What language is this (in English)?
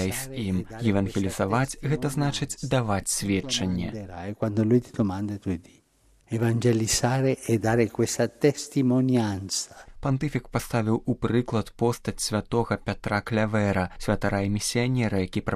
Belarusian